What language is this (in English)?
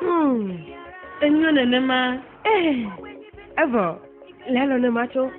Ewe